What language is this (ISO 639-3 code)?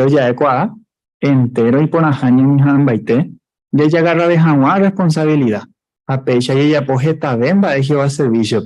grn